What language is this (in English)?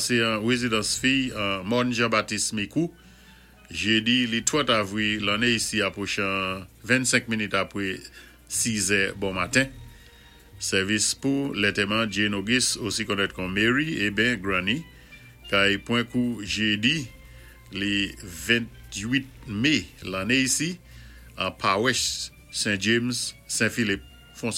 Saint Lucian Creole French